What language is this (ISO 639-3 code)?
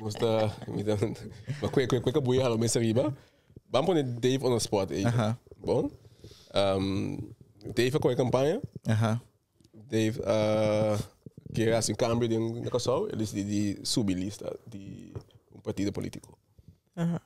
pap